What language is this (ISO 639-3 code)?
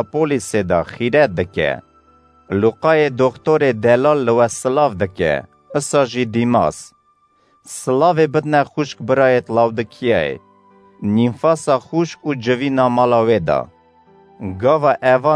kur